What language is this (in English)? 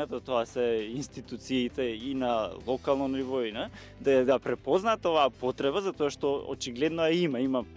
Macedonian